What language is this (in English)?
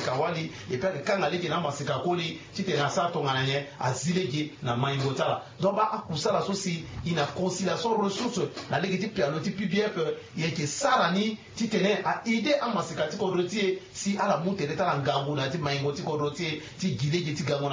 Sango